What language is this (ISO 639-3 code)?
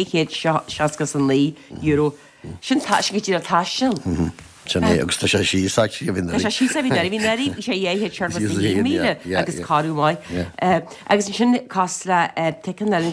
gle